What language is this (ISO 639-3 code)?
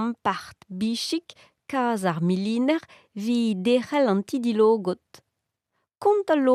bre